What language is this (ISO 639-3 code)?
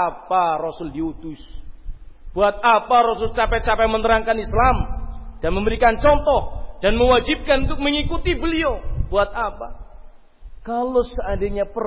ind